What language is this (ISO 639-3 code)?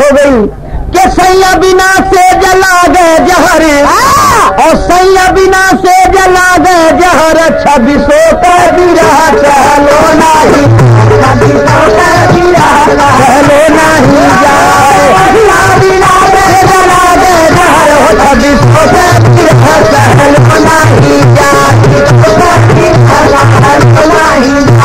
bho